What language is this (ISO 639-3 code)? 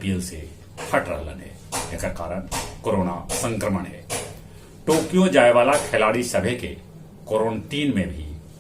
mag